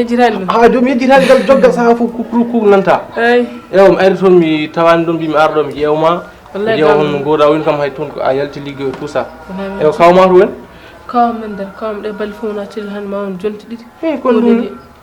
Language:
Fula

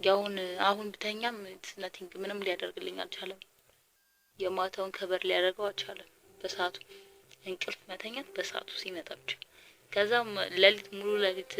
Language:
Amharic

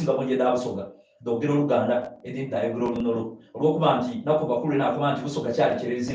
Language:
Soga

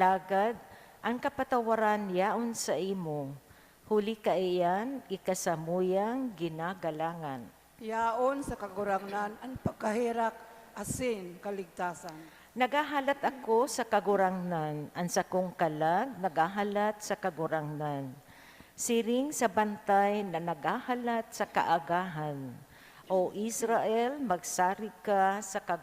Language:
Bikol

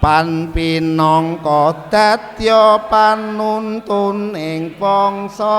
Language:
Javanese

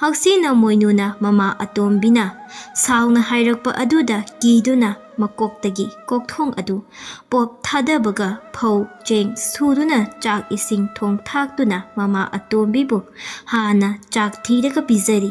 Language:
Manipuri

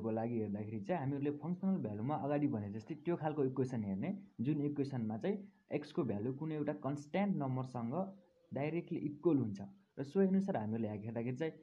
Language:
Nepali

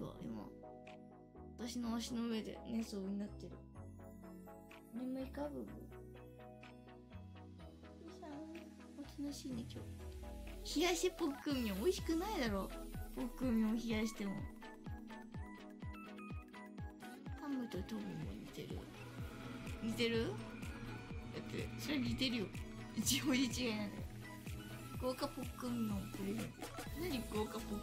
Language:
Japanese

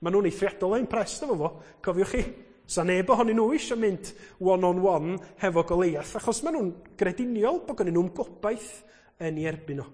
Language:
Welsh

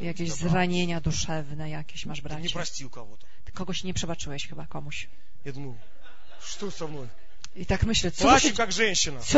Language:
Polish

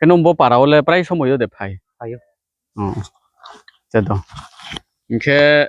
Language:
Riang (India)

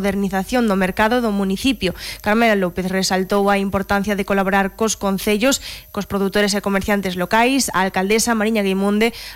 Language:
Galician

